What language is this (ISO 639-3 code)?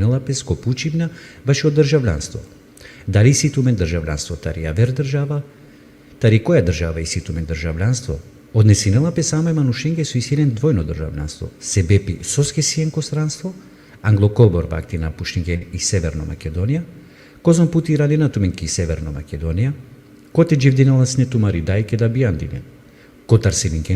rmn